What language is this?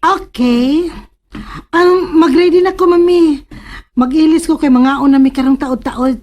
Cebuano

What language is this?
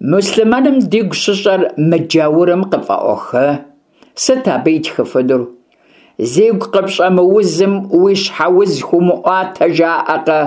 Kabardian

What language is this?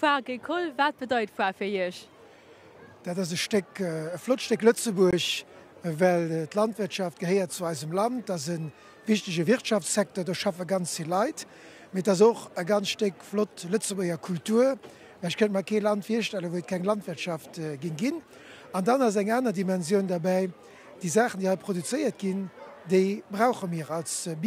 Luxembourgish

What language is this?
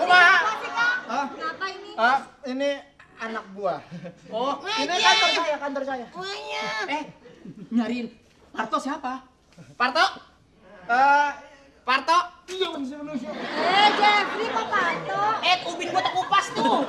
Betawi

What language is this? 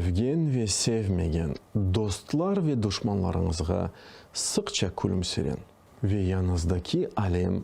Crimean Tatar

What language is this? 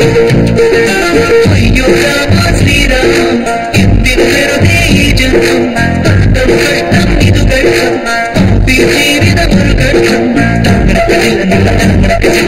Malayalam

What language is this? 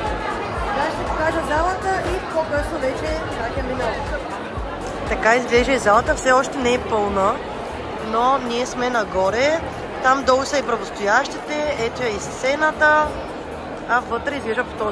Bulgarian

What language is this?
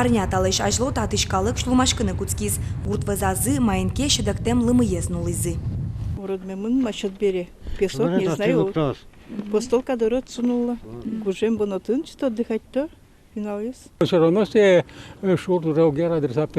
Udmurt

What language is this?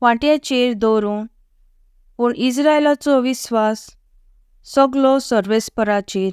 Konkani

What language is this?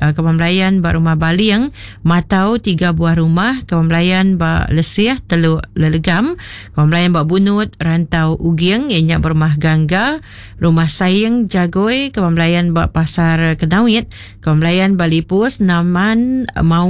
Iban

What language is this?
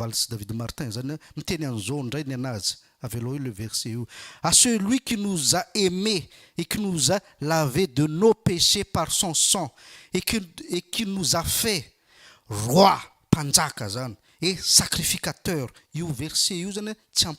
Malagasy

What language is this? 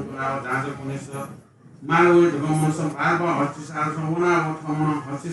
Newari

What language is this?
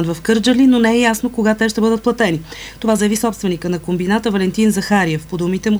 Bulgarian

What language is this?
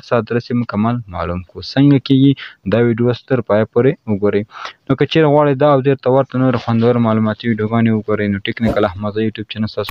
Pashto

